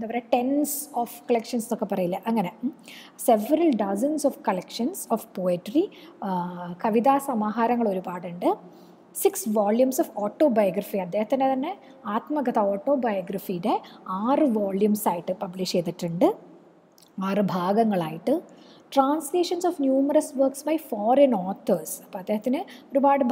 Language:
Malayalam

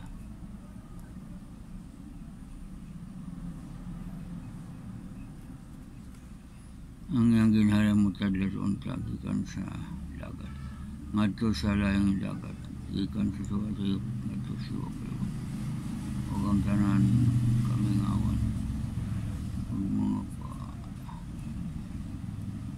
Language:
Cebuano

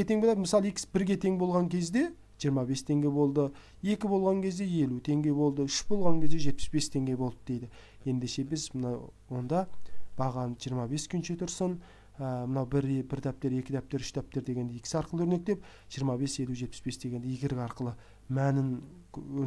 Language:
Kazakh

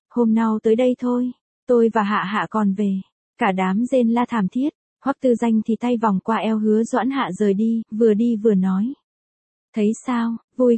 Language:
Vietnamese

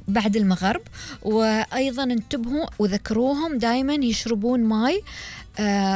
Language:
Gulf Arabic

